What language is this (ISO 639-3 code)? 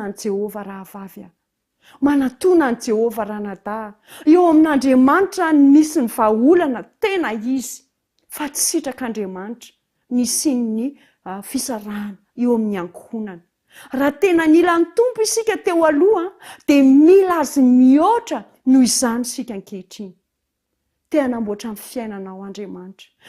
mlg